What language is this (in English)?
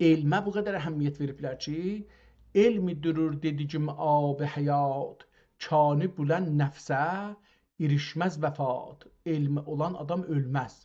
South Azerbaijani